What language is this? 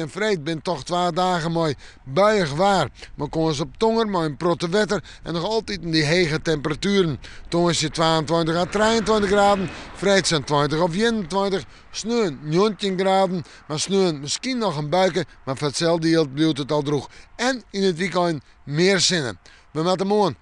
Western Frisian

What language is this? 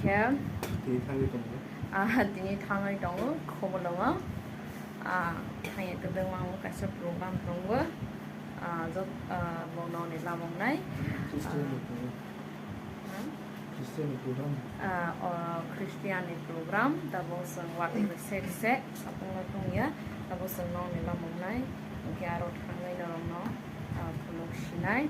Kok Borok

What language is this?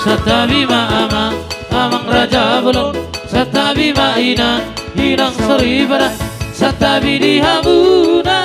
Batak Toba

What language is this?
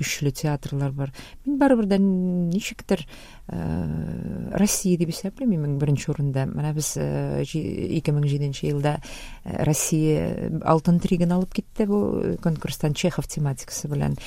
Tatar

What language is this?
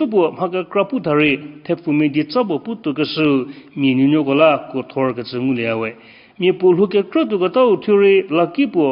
Angami Naga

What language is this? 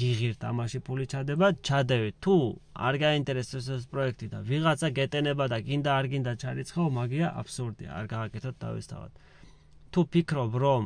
Georgian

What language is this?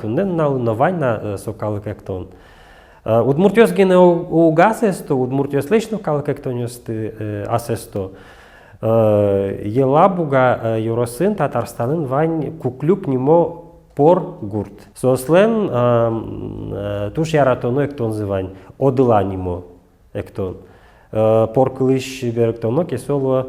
Udmurt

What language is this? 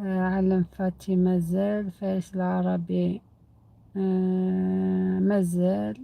Algerian Arabic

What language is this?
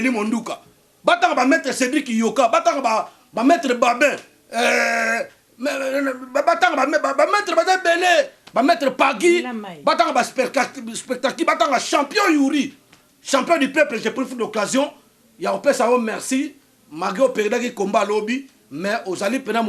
Lingala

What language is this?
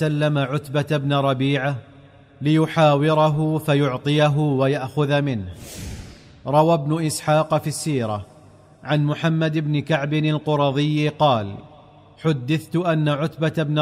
Arabic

